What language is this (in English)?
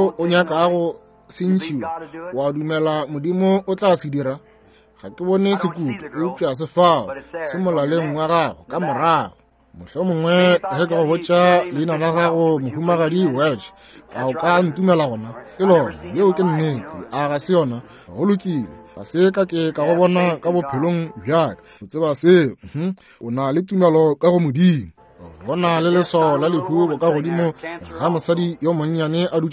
Northern Sotho